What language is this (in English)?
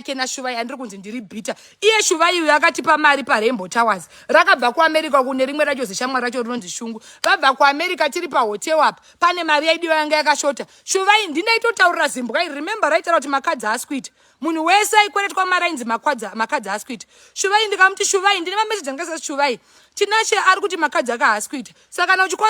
Shona